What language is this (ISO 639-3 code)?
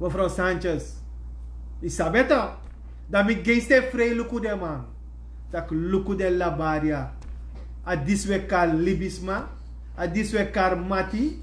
srn